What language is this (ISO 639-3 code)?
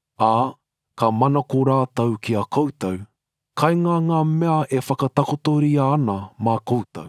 mri